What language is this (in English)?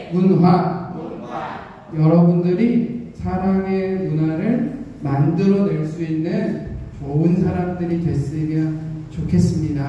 Korean